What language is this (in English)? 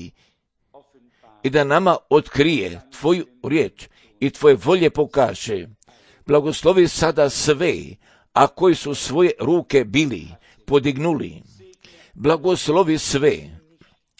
Croatian